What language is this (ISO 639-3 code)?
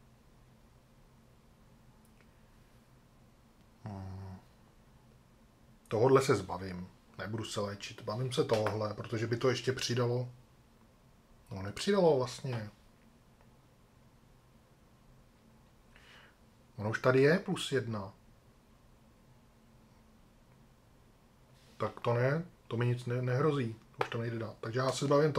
ces